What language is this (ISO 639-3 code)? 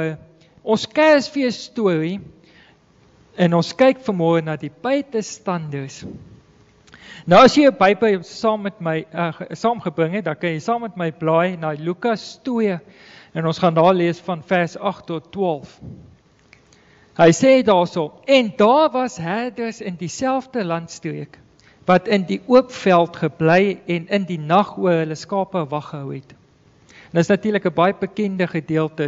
afr